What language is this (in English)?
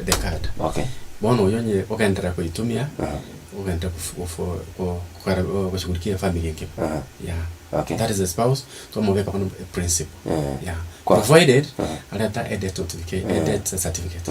Gusii